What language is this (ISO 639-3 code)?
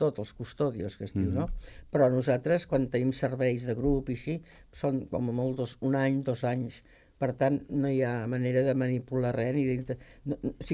cat